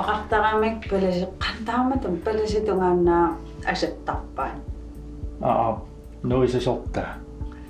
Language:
Kalaallisut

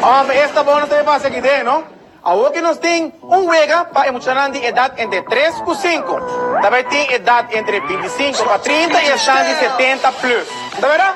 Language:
Papiamento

